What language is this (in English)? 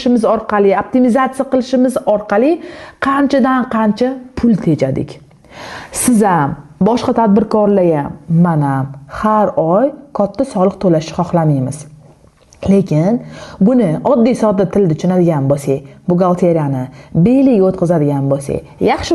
Uzbek